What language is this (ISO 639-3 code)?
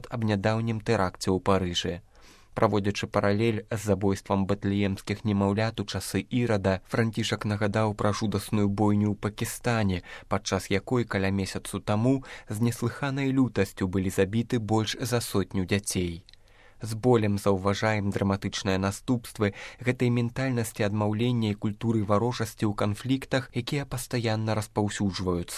bel